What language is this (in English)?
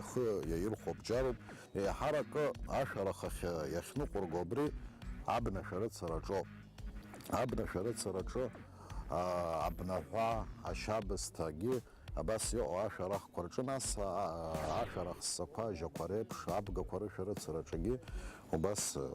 Abkhazian